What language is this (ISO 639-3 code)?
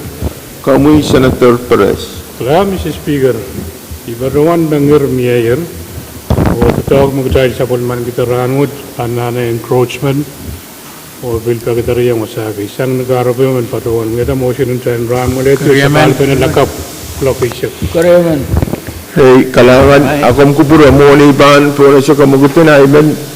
pon